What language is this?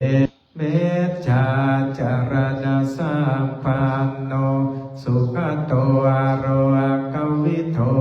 Pali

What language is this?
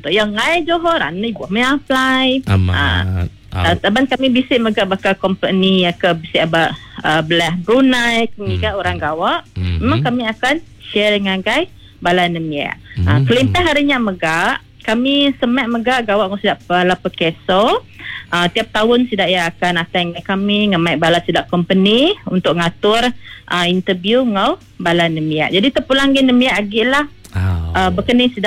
Iban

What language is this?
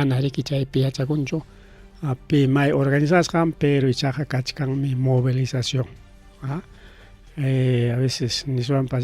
Ayacucho Quechua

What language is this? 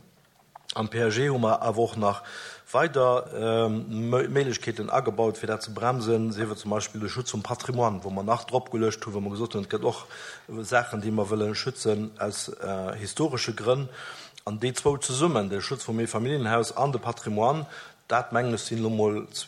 Luxembourgish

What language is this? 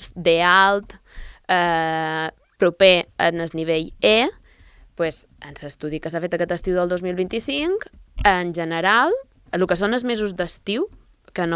Catalan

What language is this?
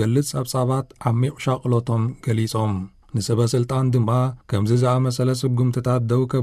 Tigrinya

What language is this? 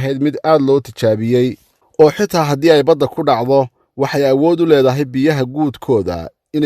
Somali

